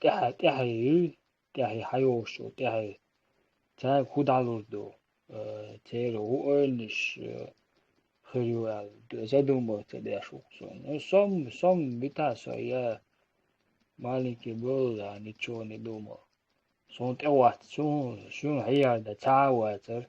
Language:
Chechen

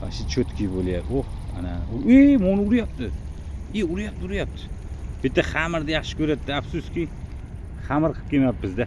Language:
Uzbek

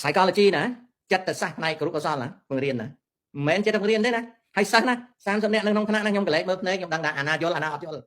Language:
Khmer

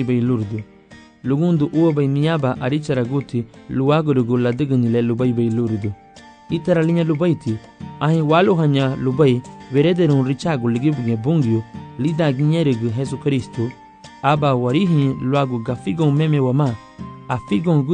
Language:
Garifuna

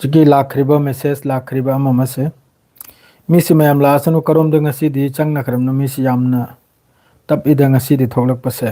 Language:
Manipuri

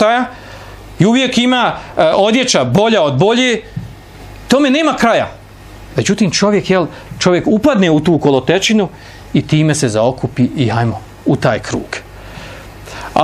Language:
Bosnian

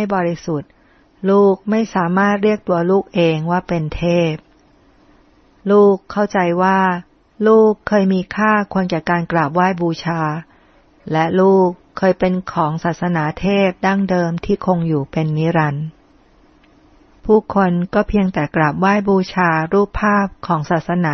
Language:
Thai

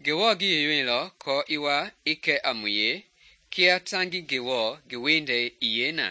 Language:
Mende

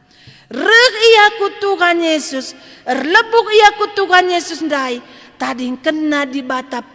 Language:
Batak Karo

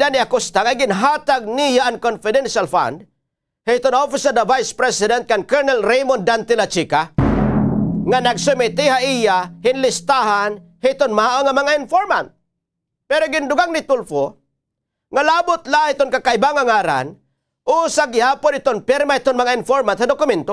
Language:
Waray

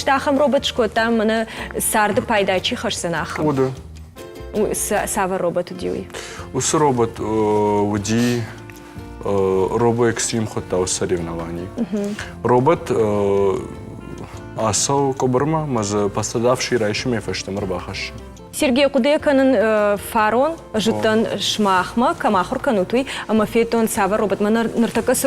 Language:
Ossetic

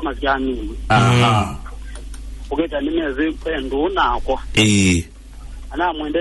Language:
Kamba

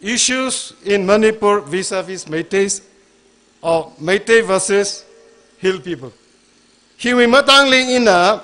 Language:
Tangkhul Naga (India)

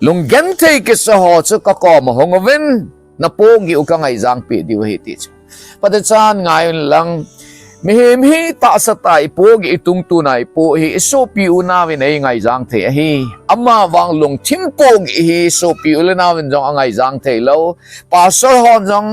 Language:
Thado Chin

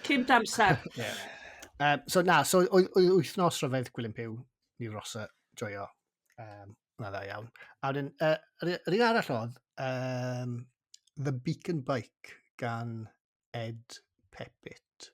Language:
Welsh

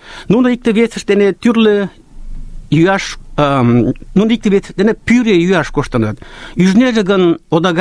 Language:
Mari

